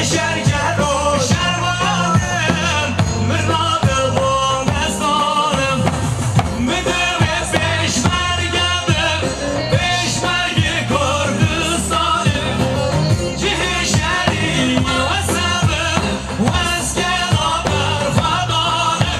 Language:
Kurdish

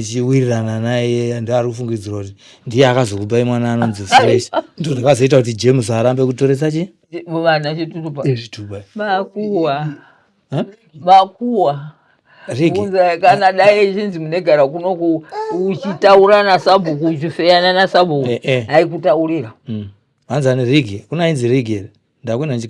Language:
Shona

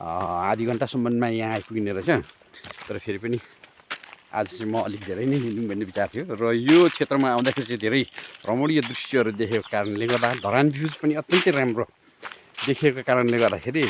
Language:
Nepali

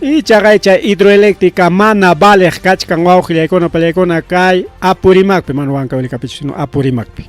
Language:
Ayacucho Quechua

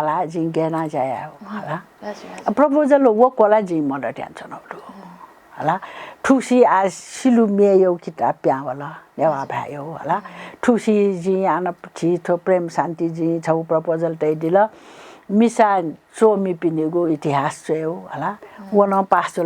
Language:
Newari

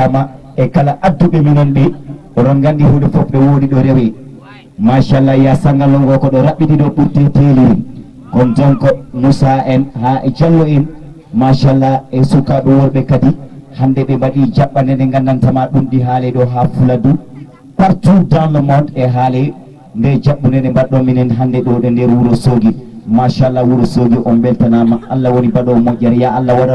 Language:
Fula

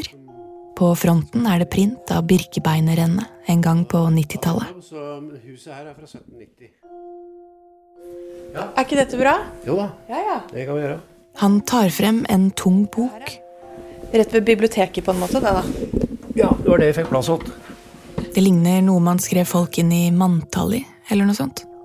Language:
Norwegian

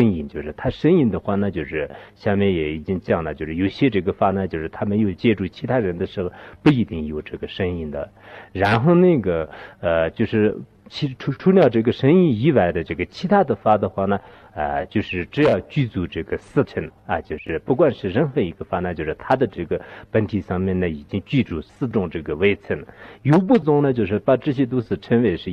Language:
Chinese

